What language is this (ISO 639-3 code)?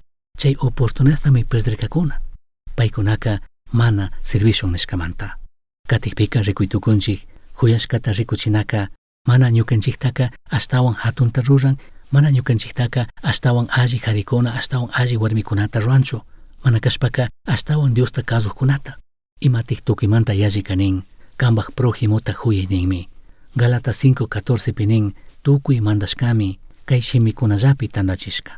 qug